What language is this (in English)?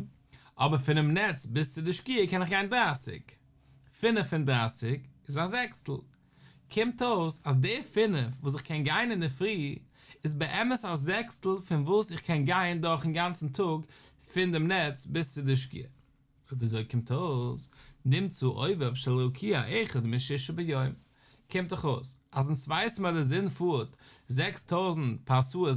Yiddish